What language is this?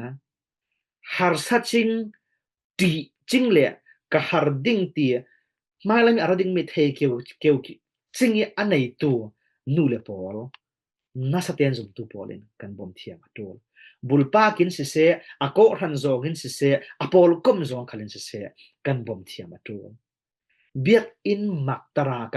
Falam Chin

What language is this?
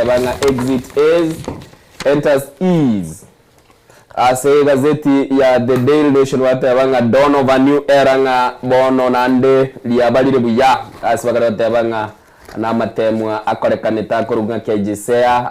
Gusii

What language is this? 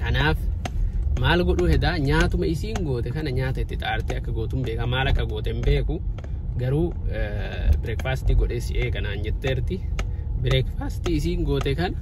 Oromo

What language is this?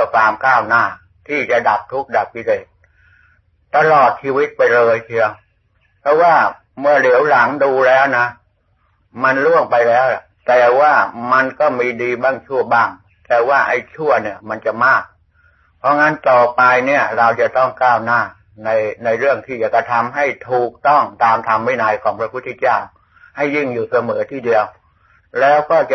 Thai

